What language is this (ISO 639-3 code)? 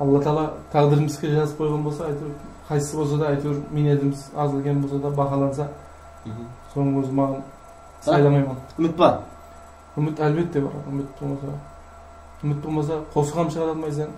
kaa